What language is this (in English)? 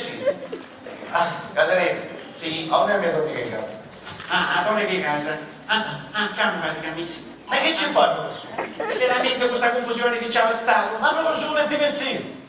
Sicilian